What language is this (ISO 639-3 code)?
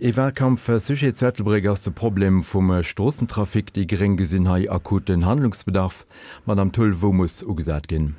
ltz